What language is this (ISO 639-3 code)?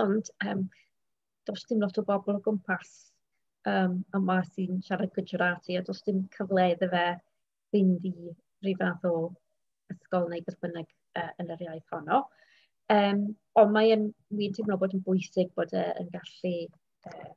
cym